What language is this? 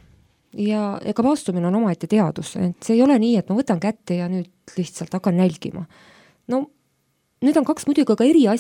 Estonian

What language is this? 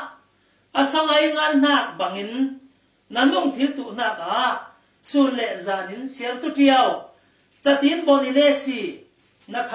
Falam Chin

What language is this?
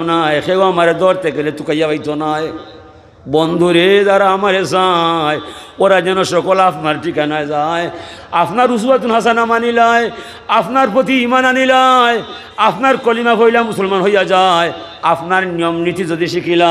Sylheti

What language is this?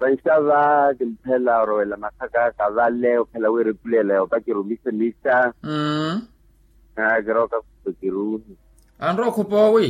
Makhuwa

